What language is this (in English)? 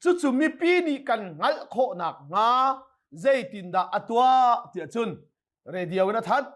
Hakha Chin